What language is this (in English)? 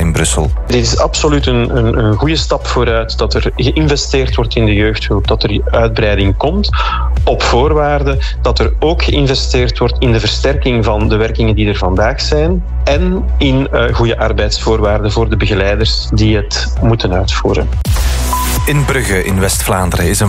Dutch